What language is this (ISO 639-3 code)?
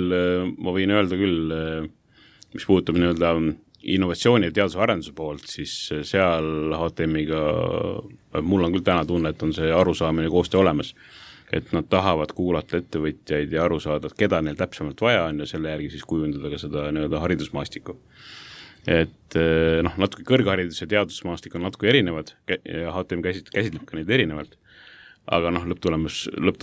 est